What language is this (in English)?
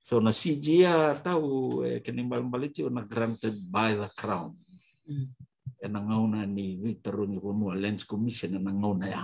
Fijian